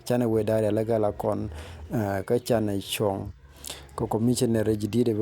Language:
Nuer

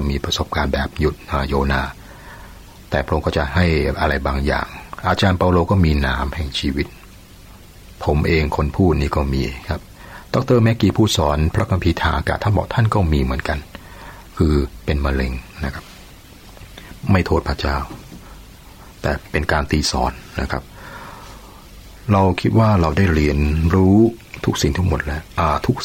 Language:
Thai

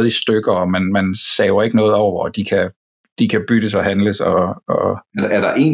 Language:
Danish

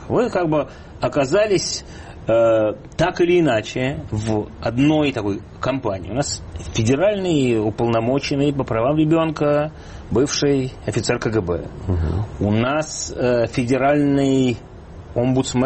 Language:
Russian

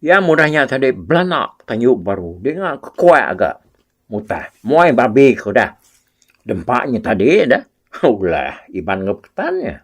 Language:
Iban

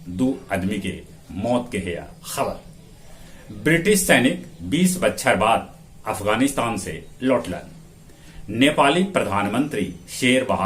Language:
Magahi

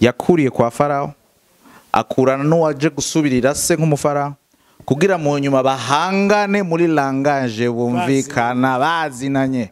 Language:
Rundi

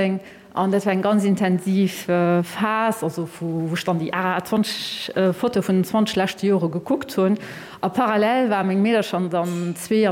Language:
Luxembourgish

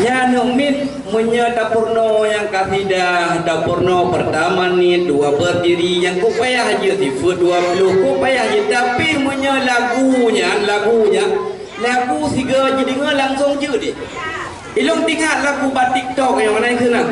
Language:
Achinese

